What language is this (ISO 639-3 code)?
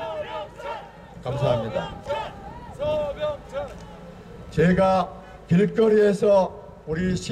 kor